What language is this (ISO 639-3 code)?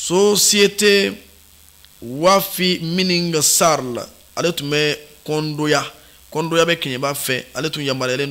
bam